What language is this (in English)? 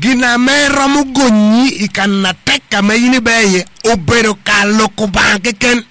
Acoli